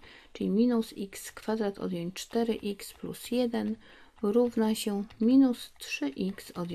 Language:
Polish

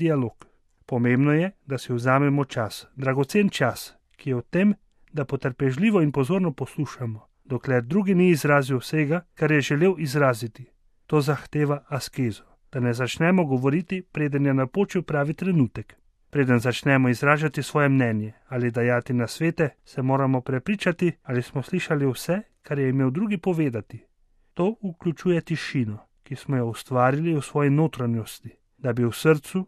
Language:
Slovenian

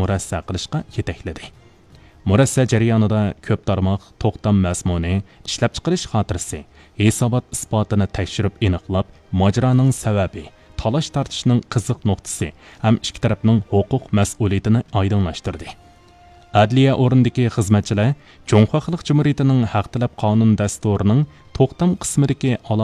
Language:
Uyghur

